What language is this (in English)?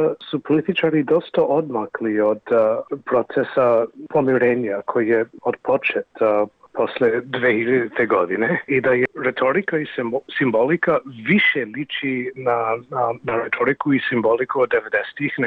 Serbian